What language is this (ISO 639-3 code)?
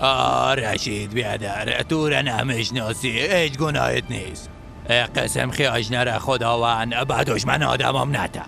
fas